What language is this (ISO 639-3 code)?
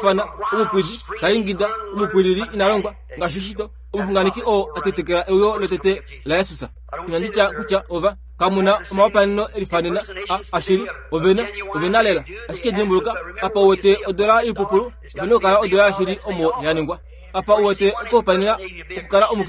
kua